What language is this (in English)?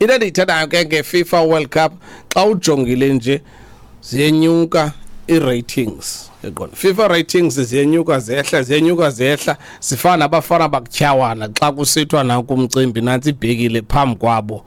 Xhosa